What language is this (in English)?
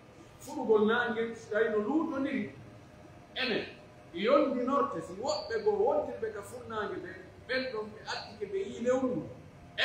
Pular